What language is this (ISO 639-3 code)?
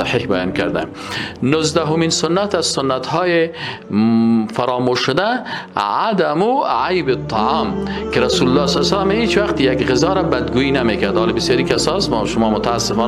fas